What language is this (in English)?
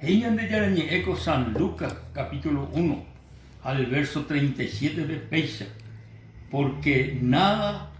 Guarani